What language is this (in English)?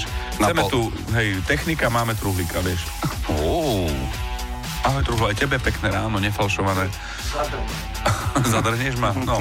Slovak